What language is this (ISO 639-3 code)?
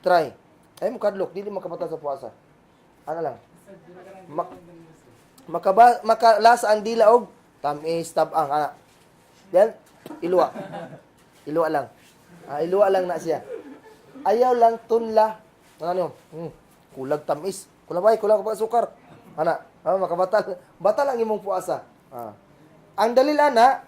ceb